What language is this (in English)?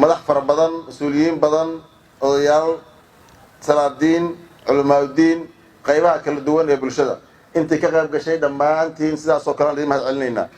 Somali